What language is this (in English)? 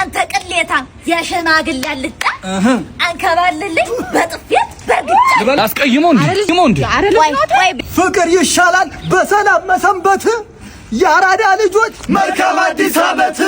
Amharic